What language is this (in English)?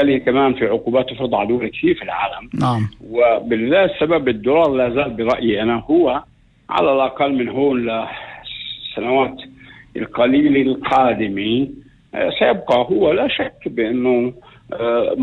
North Levantine Arabic